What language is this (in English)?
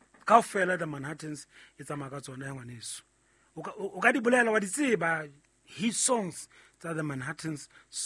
Southern Sotho